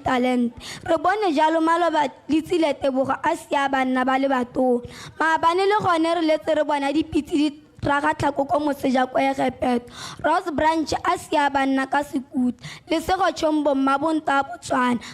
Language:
Tswana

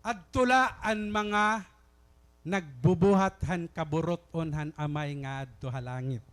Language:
Waray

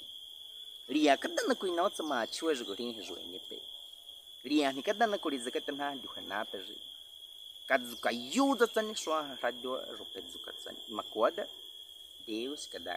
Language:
Baniwa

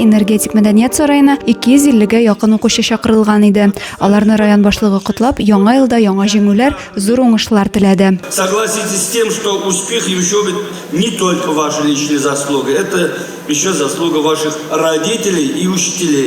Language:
Tatar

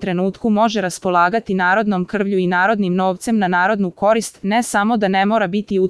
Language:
Serbian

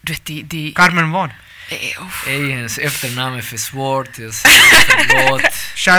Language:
Swedish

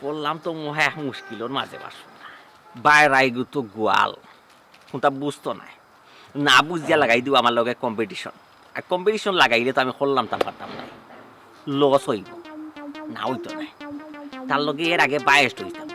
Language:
Sylheti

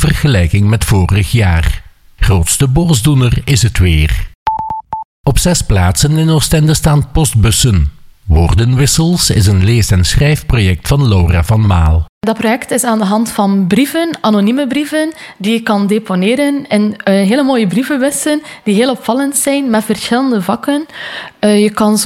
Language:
Dutch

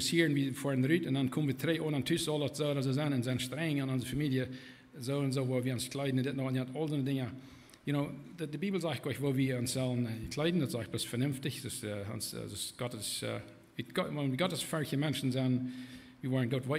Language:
Plautdietsch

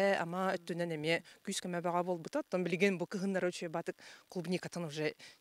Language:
Yakut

